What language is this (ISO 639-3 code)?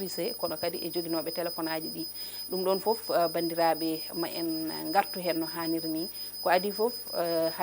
ful